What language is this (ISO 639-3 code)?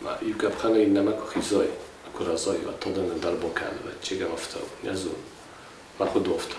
oss